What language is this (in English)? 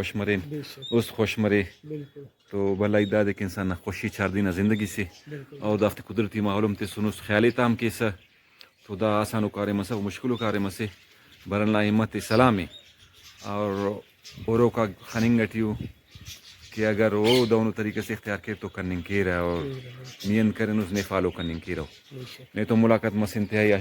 Brahui